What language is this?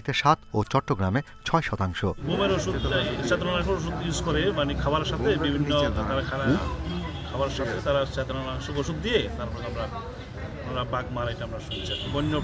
Bangla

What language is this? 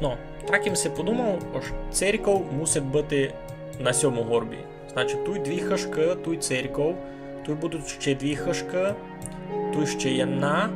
Rusyn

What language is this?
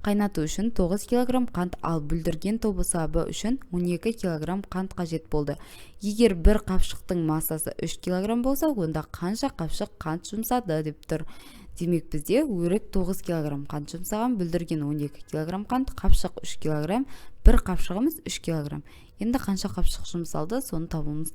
Kazakh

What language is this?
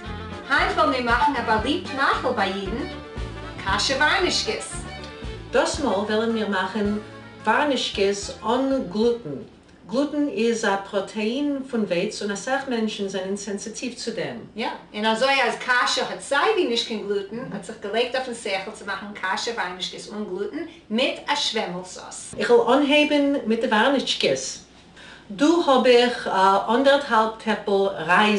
Yiddish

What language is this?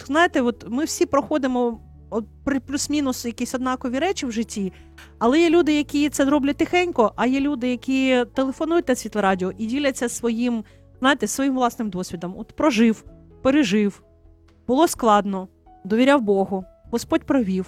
Ukrainian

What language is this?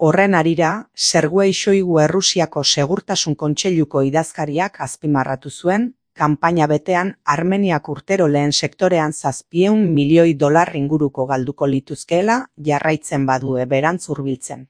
Basque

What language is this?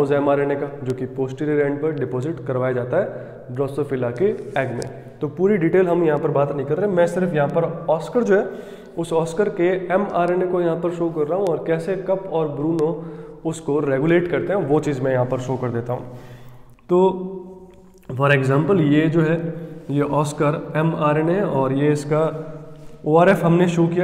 Hindi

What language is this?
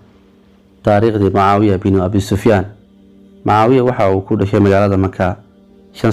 Somali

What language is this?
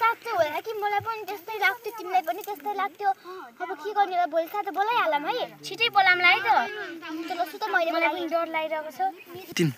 Nepali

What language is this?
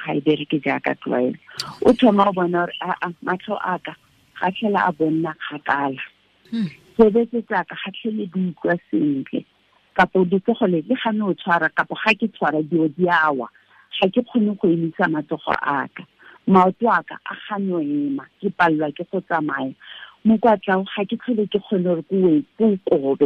Tswana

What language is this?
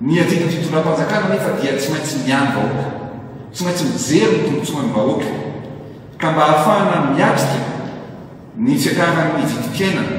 Malagasy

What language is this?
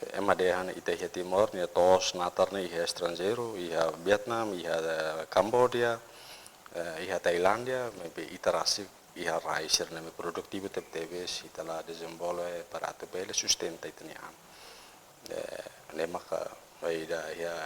Tetum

